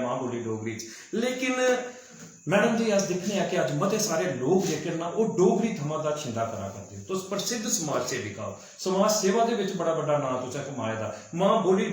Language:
Dogri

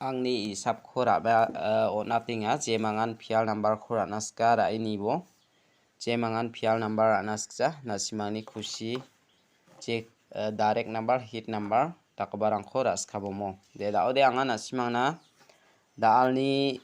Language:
Garo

